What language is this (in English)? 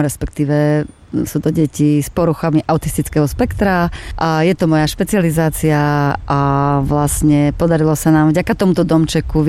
Slovak